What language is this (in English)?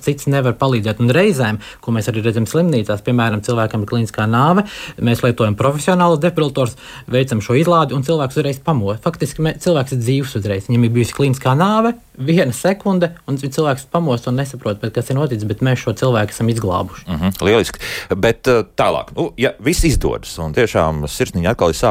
Latvian